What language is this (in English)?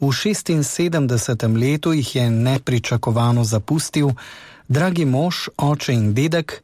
Slovenian